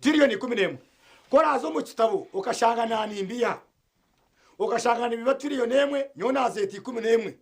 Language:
Nyankole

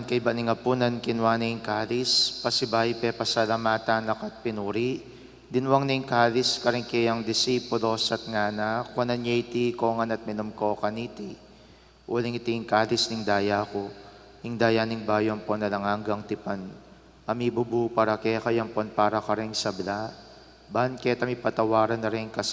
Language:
Pampanga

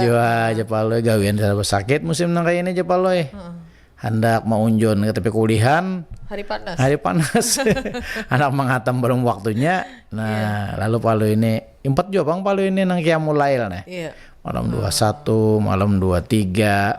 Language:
Banjar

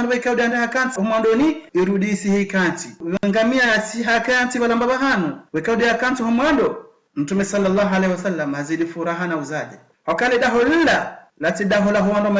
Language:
Ngazidja Comorian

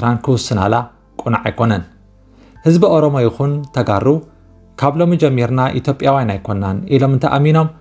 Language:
Tigrinya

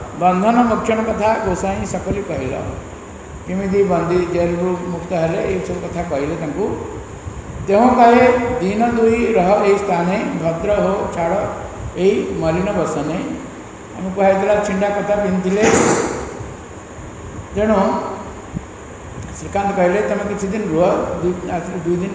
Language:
Odia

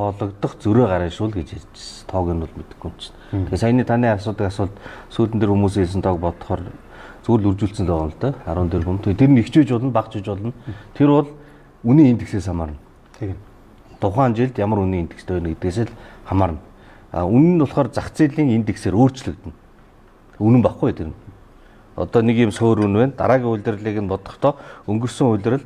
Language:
Mongolian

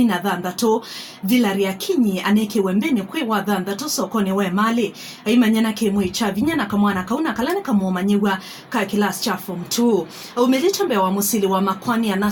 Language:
Kamba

